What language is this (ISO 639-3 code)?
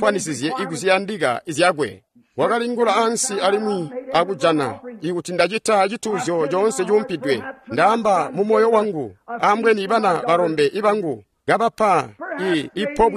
toi